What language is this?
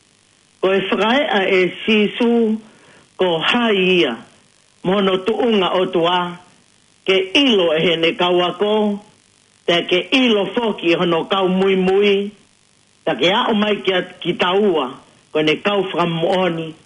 Tongan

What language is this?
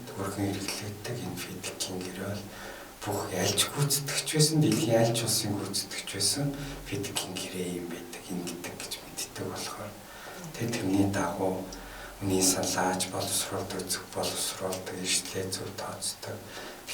Mongolian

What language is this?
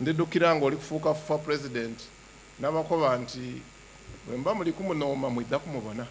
Soga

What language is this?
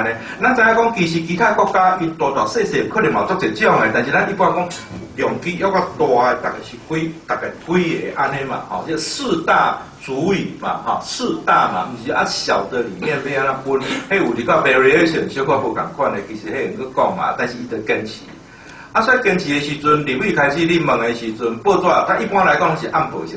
Min Nan Chinese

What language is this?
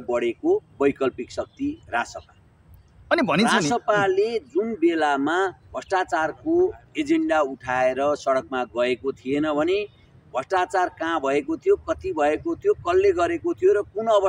Nepali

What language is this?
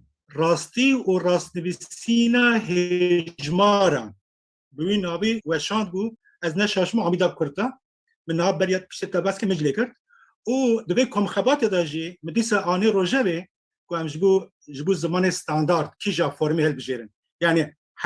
Kurdish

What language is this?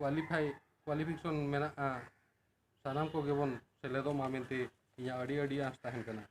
Santali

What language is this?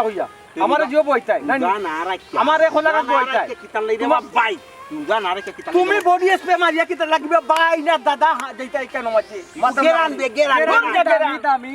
Sylheti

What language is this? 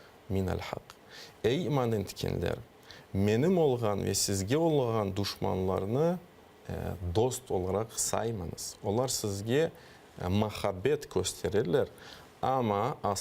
Crimean Tatar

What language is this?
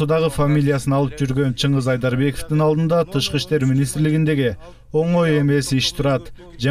Kyrgyz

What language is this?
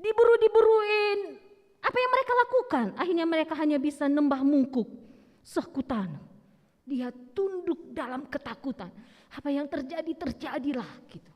Batak Karo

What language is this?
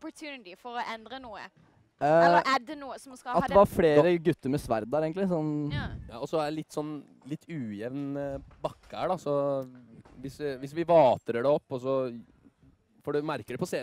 Norwegian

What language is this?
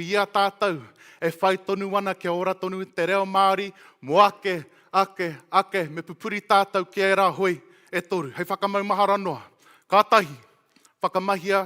Māori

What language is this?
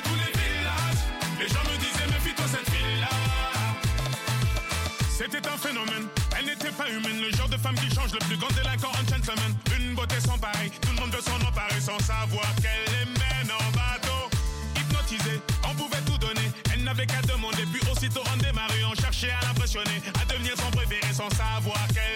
French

